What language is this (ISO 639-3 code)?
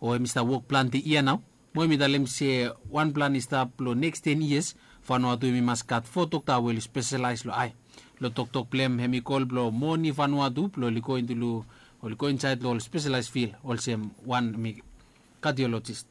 bis